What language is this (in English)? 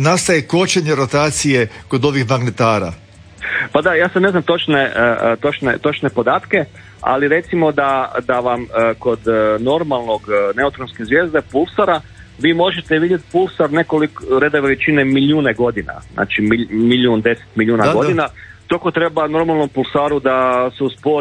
Croatian